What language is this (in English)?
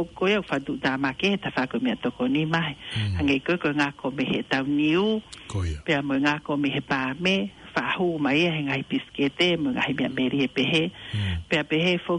Tongan